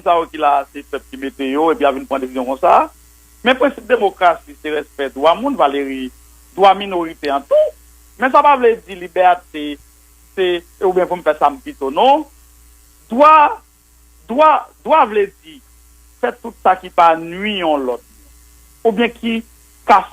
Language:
Haitian Creole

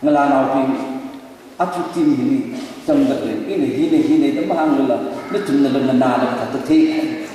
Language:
Tangkhul Naga (India)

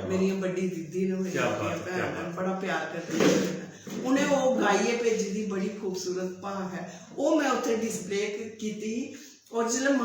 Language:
Dogri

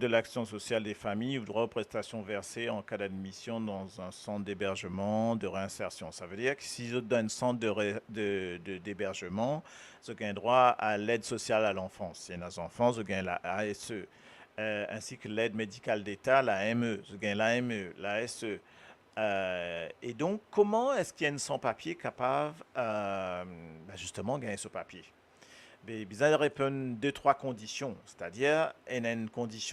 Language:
Morisyen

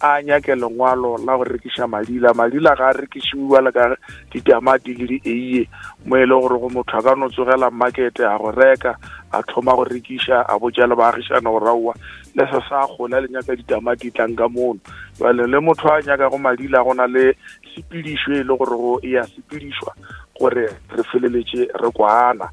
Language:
Northern Sotho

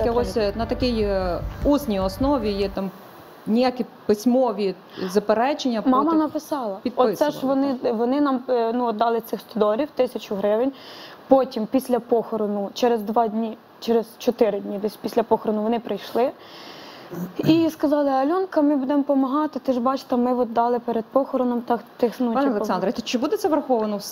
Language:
Ukrainian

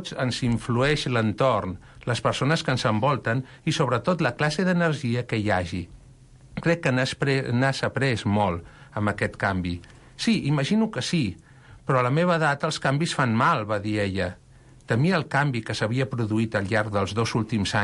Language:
Catalan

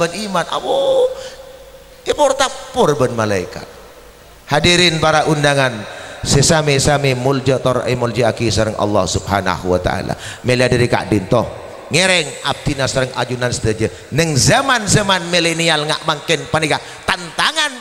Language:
Madurese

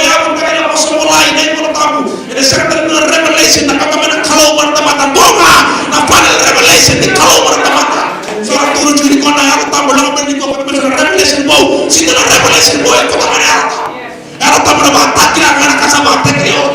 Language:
Fijian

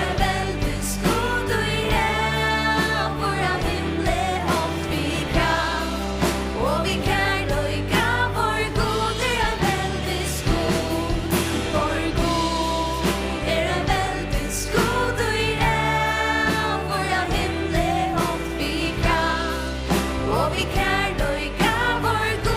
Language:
Faroese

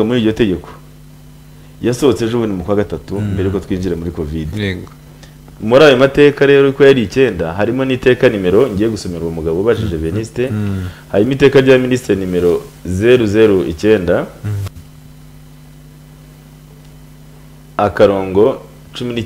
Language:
Kinyarwanda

